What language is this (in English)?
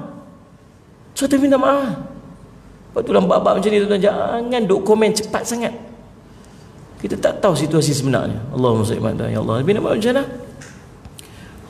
Malay